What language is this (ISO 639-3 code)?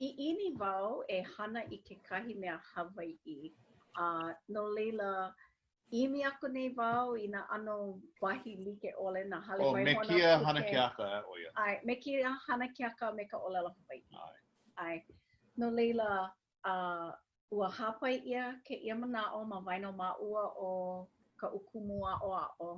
haw